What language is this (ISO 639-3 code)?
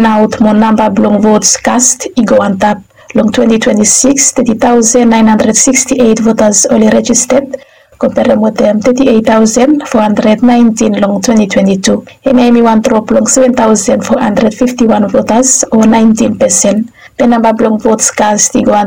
bis